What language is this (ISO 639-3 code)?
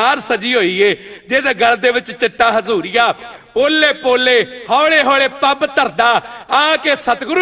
pan